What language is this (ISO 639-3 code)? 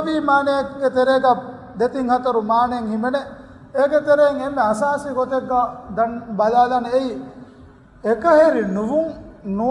div